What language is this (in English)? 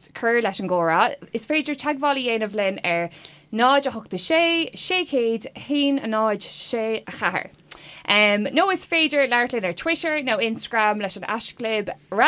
Irish